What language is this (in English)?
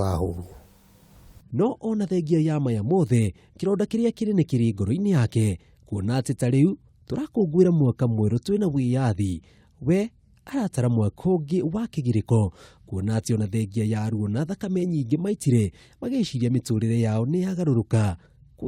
Kikuyu